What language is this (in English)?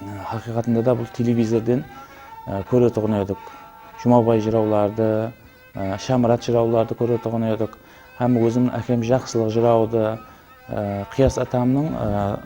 Kara-Kalpak